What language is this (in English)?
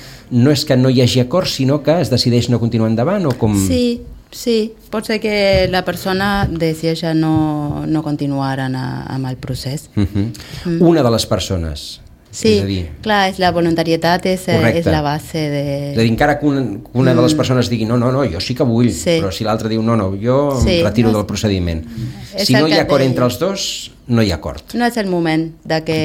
Catalan